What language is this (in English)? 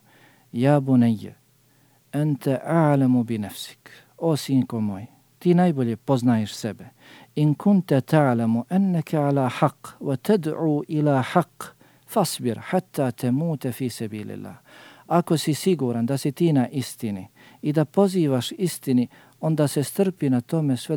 Bosnian